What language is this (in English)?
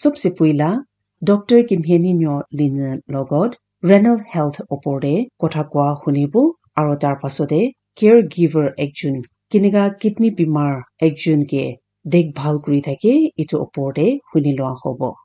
Naga Pidgin